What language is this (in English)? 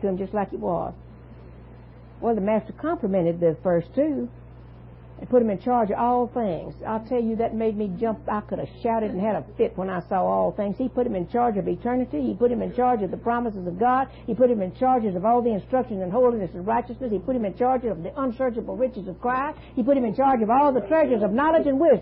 English